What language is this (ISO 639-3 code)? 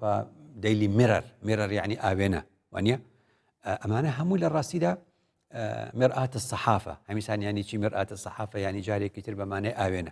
ckb